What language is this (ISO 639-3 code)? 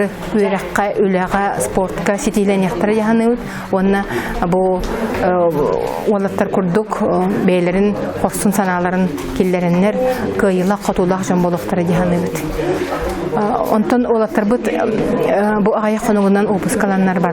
sah